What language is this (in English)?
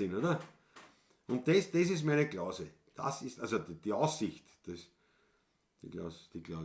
Bavarian